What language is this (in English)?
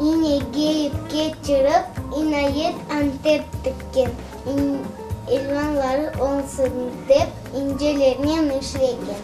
Crimean Tatar